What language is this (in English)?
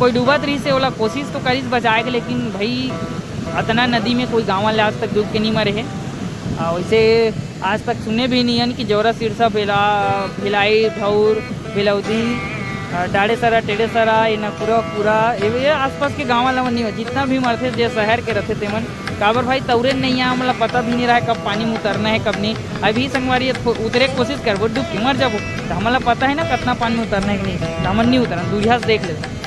Chhattisgarhi